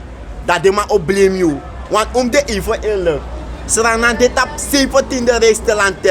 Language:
Sranan Tongo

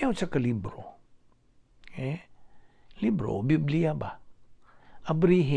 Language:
Cebuano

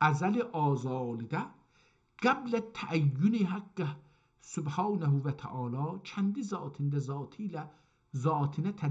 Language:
South Azerbaijani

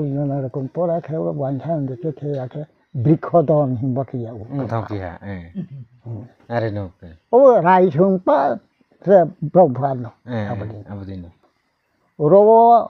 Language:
Riang (India)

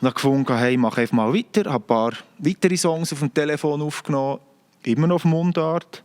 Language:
Swiss German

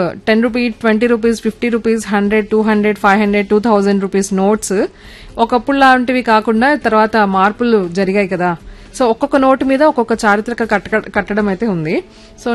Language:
Telugu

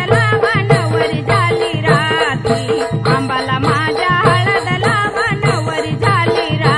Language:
Marathi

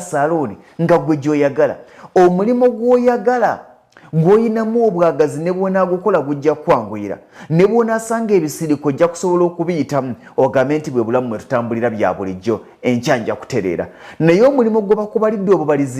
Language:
Ganda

